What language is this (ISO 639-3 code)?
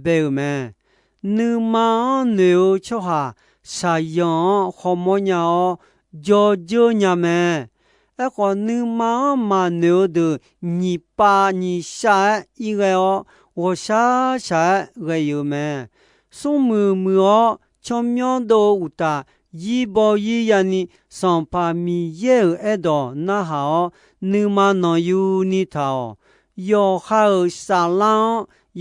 ahk